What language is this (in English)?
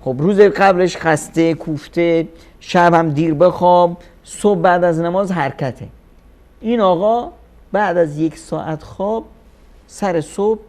Persian